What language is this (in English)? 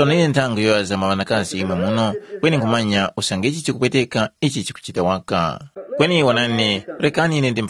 Tumbuka